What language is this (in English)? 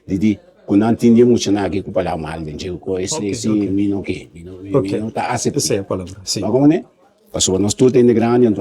Papiamento